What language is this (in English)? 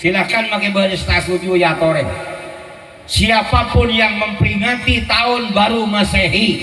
Madurese